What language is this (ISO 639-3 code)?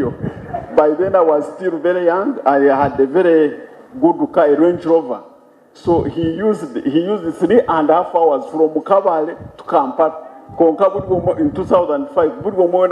nyn